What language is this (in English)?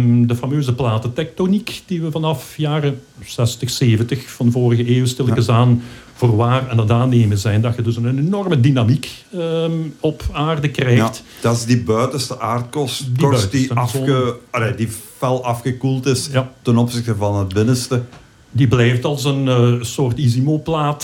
Dutch